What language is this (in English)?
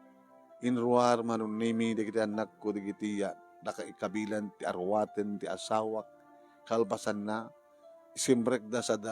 Iloko